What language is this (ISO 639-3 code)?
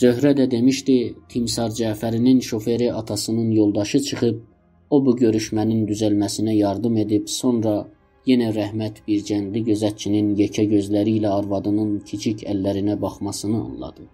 azb